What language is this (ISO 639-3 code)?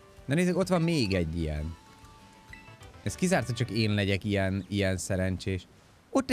hun